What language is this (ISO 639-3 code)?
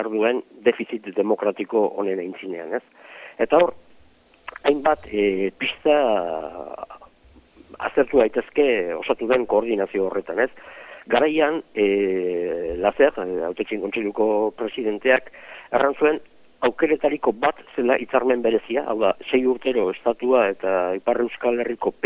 eus